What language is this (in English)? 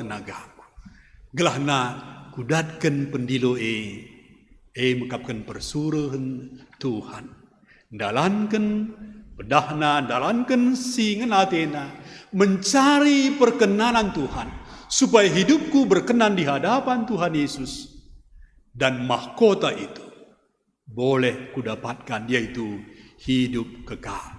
Batak Karo